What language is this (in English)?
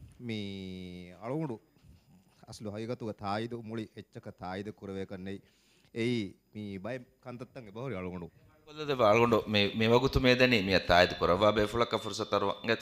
Divehi